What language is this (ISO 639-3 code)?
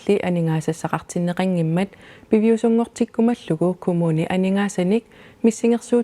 kal